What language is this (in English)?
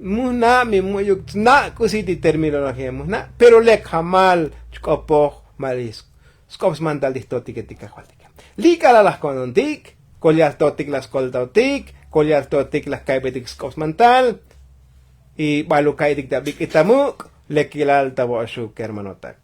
Tzotzil